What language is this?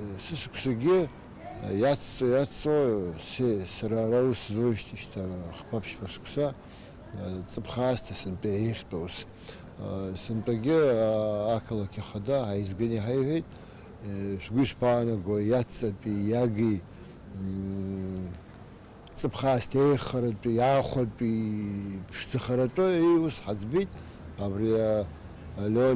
Abkhazian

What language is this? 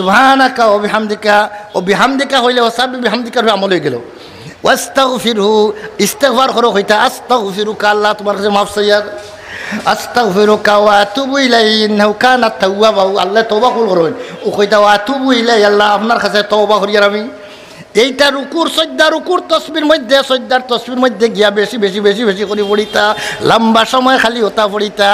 Sylheti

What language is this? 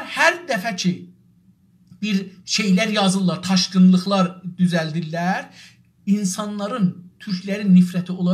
South Azerbaijani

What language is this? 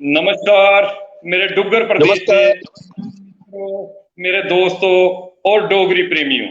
Dogri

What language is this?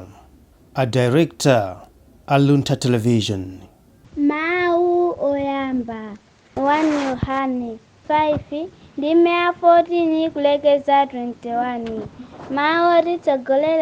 Nyanja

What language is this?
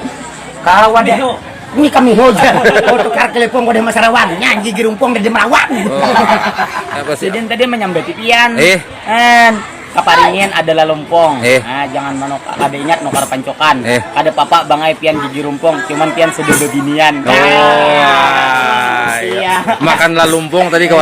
Banjar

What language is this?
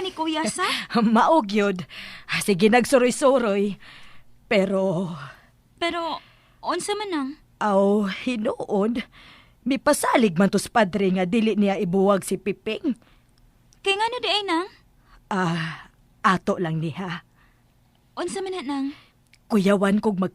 Cebuano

